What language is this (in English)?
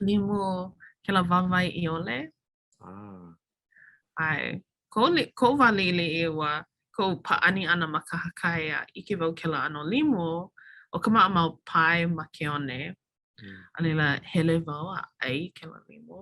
Hawaiian